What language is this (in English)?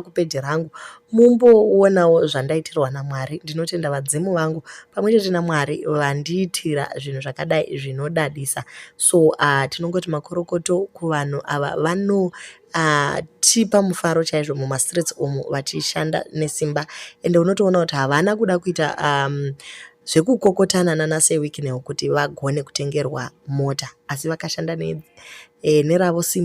Shona